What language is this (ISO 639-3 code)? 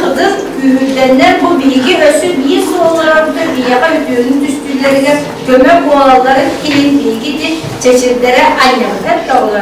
sah